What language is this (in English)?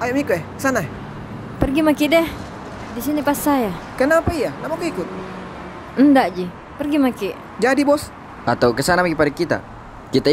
Makassar Malay